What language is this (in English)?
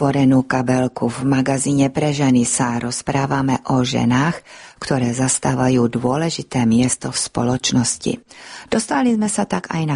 Slovak